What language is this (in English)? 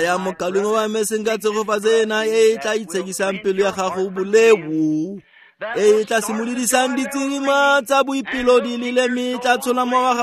Tswana